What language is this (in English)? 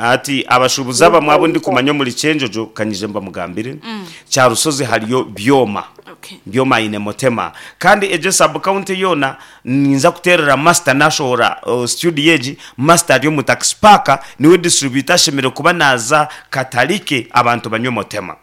Nyankole